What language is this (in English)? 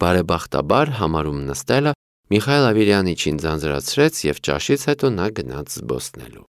Armenian